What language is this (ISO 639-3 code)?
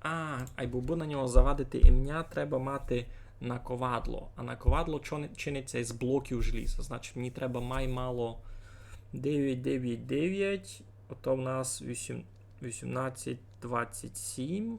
rue